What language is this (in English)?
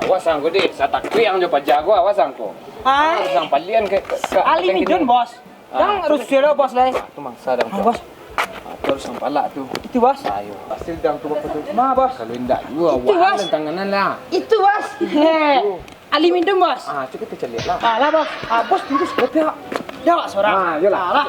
Minangkabau